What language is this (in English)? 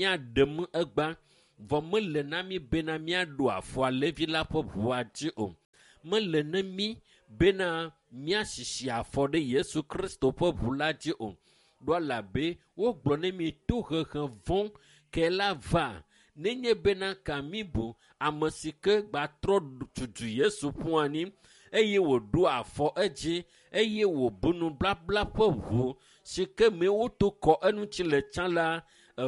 Ewe